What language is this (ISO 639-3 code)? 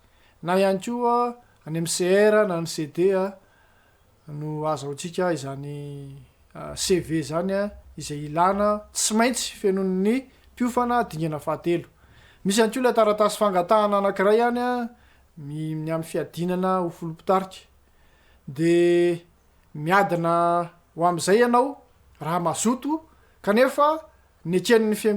mlg